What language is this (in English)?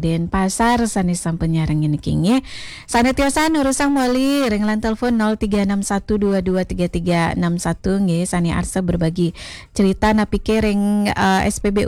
Balinese